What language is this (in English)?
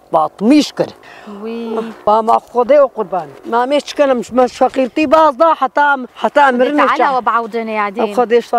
Kurdish